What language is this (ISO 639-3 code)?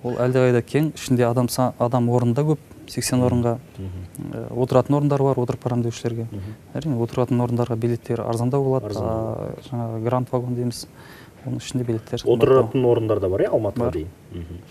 kaz